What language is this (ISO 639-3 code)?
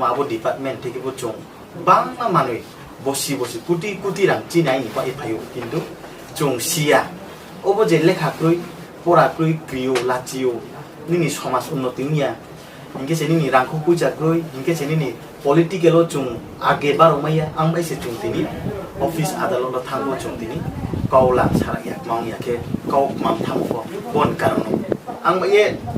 ria